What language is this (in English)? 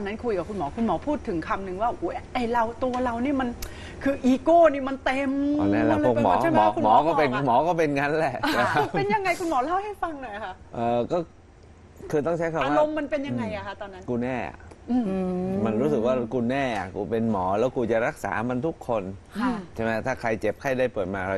Thai